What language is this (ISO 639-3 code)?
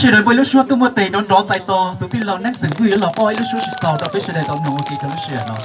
hmn